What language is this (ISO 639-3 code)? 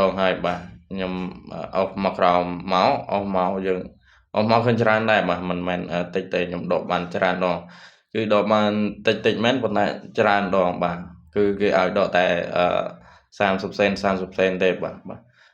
khm